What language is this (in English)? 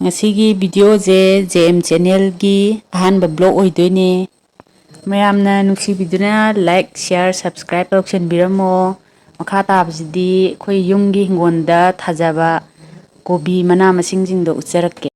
Manipuri